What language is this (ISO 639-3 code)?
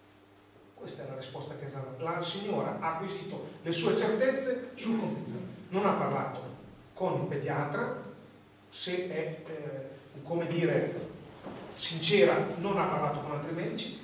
ita